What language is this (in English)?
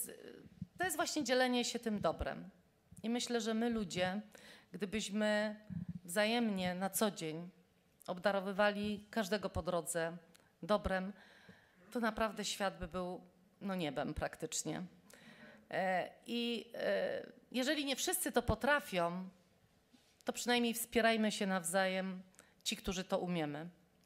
Polish